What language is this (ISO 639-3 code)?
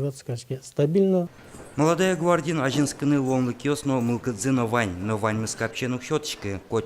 udm